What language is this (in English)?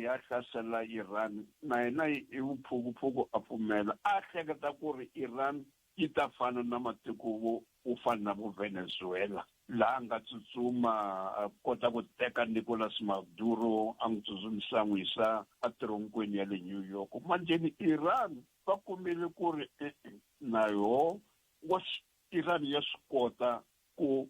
Tsonga